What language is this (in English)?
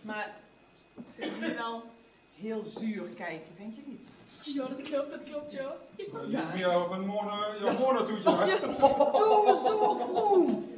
Limburgish